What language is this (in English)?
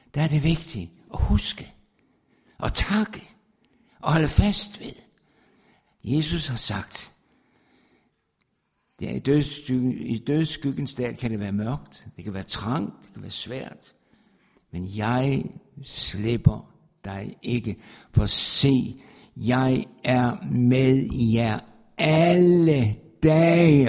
Danish